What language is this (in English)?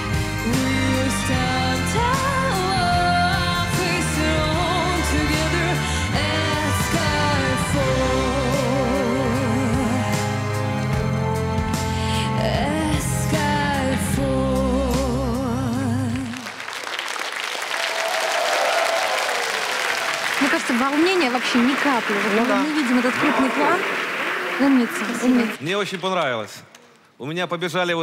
Russian